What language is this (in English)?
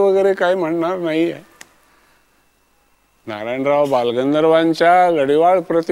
Marathi